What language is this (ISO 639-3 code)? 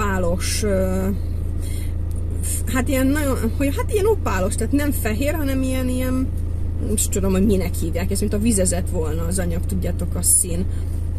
hun